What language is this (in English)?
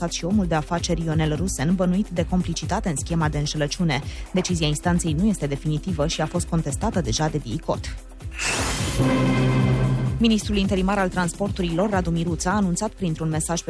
Romanian